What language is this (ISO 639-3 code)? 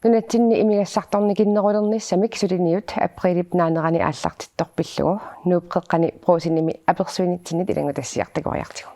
kal